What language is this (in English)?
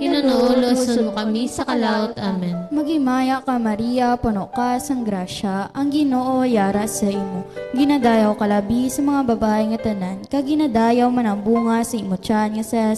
Hiligaynon